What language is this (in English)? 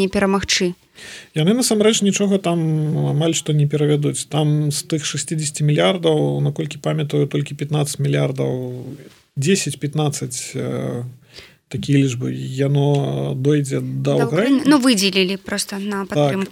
Belarusian